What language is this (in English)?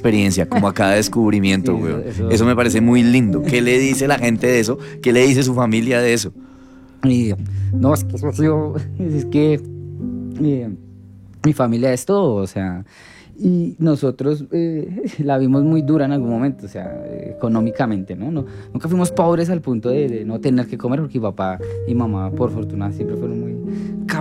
Spanish